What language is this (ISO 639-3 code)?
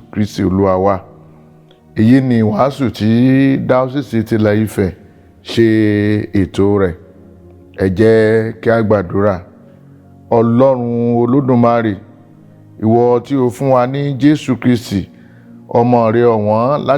yor